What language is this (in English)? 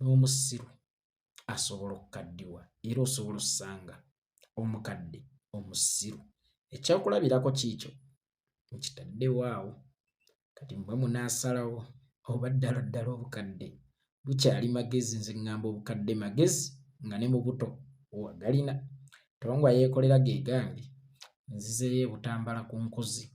Ganda